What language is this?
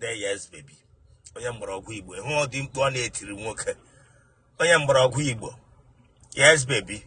Igbo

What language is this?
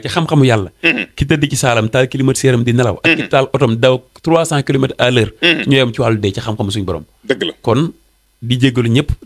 Wolof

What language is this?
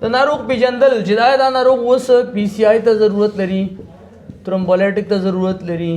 Pashto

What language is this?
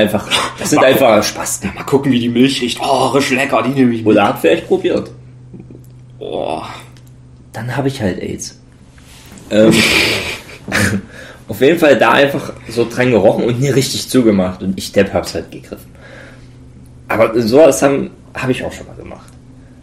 German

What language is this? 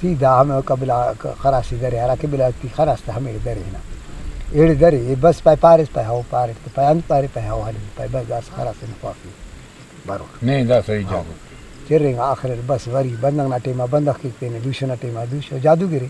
Brahui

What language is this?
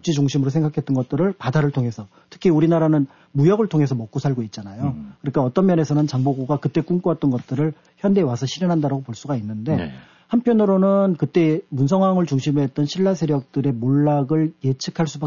Korean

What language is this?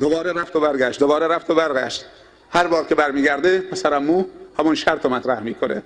Persian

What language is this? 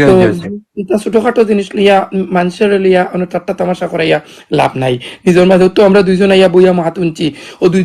Sylheti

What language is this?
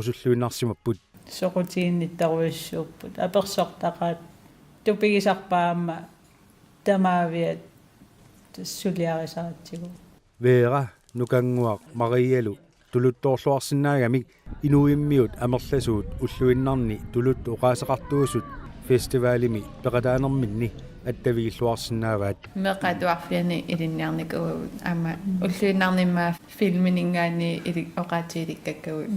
Kalaallisut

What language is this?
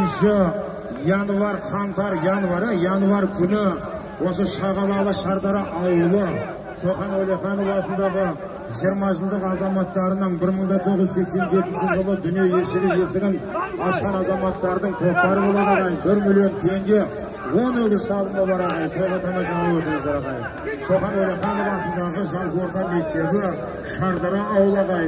Kazakh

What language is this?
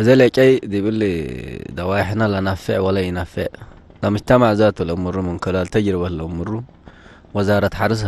Tigre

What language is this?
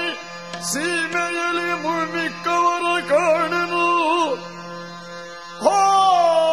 Kannada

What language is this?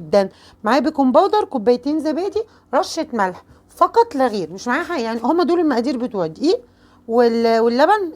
Egyptian Arabic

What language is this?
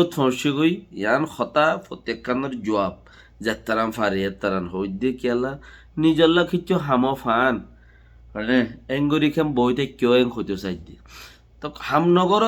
Rohingya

